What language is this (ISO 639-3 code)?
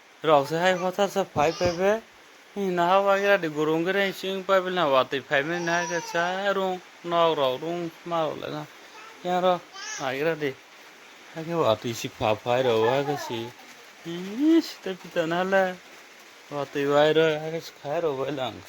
trp